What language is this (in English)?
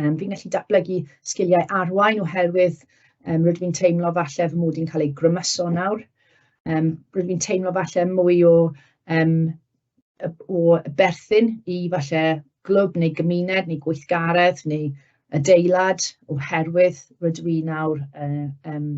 Welsh